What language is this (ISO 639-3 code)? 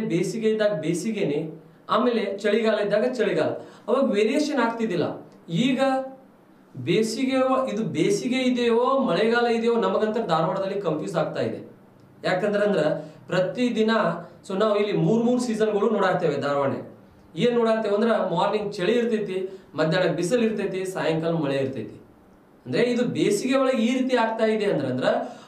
kan